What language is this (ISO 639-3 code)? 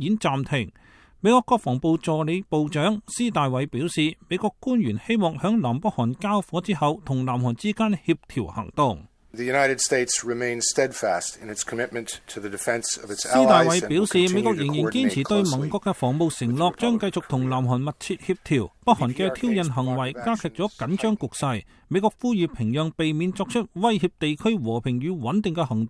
yue